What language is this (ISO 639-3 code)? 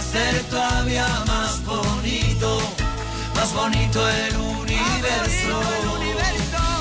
spa